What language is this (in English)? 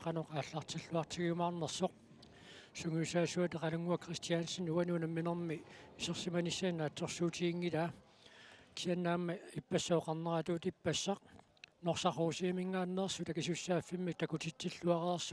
Kalaallisut